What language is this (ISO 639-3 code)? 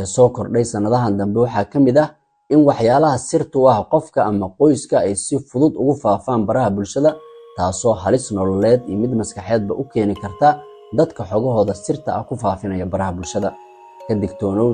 som